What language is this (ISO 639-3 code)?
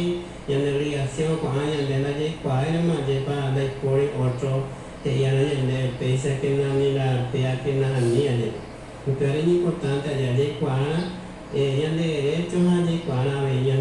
grn